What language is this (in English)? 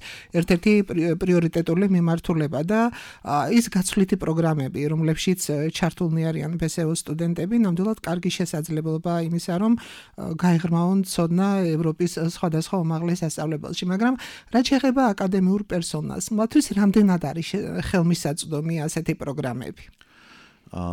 Georgian